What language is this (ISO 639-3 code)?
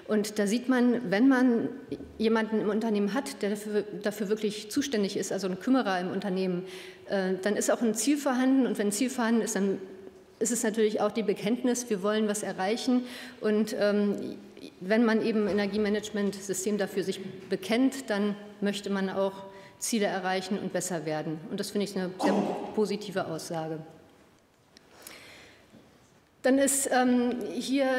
deu